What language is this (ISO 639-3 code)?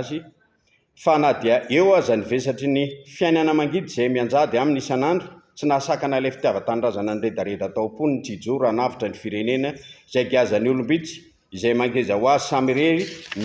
mlg